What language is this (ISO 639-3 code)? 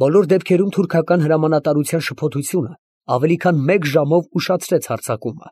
hye